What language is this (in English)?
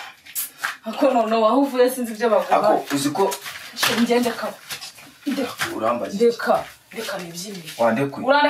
Kinyarwanda